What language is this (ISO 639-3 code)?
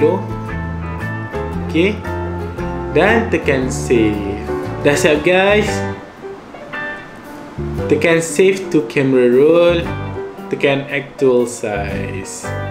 msa